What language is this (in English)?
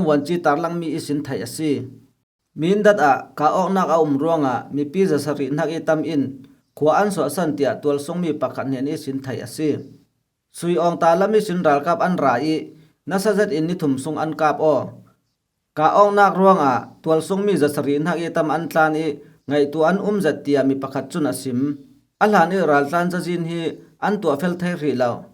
Falam Chin